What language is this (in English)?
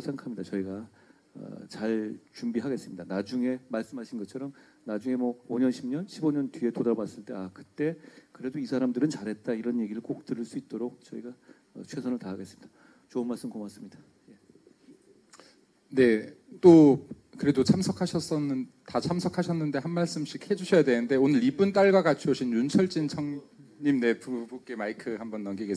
Korean